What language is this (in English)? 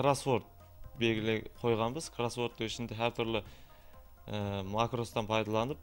Kara-Kalpak